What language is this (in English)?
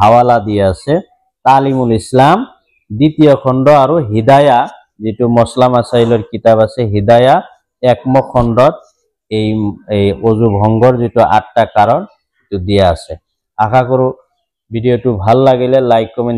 Assamese